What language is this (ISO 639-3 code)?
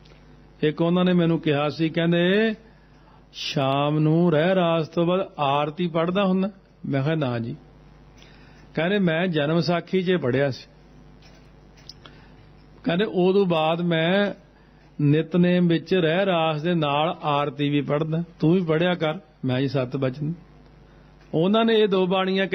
pan